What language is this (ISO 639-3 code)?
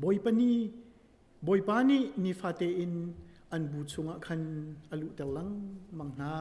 cnh